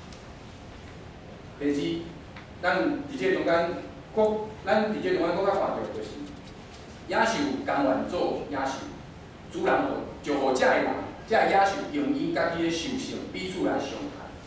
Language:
Min Nan Chinese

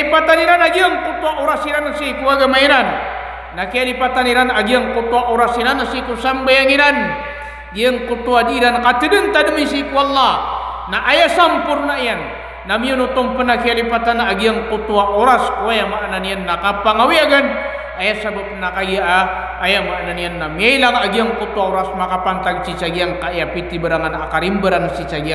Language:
Maranao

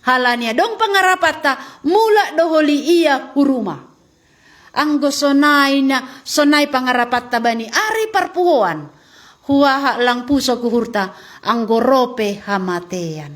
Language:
Batak Simalungun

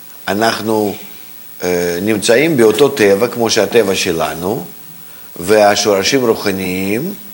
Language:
Hebrew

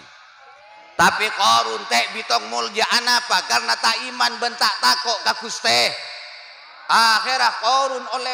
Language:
Madurese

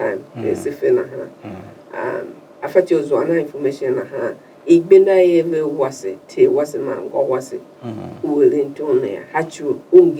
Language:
Tiv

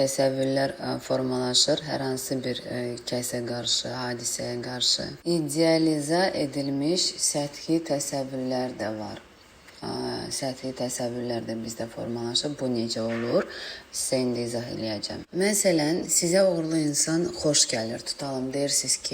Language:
Azerbaijani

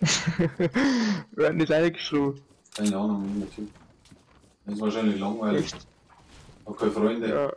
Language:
Bavarian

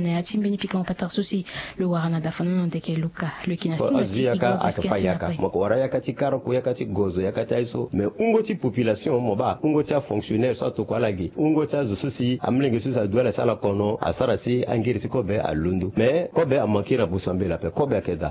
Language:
Sango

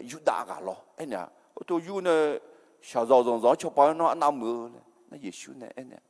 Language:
Akha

